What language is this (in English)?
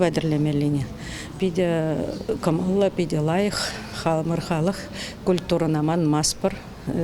Chuvash